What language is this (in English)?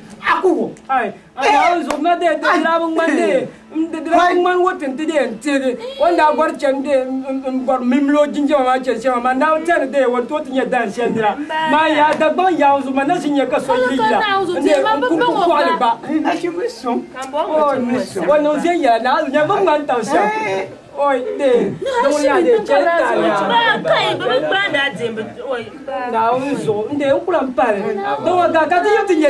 Dagbani